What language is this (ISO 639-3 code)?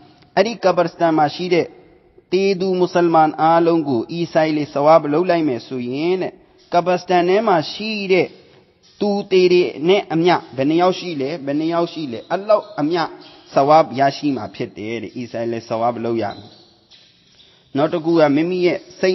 mya